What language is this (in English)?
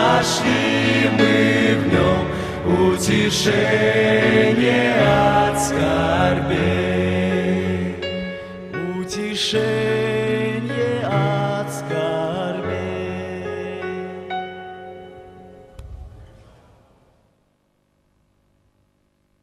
Russian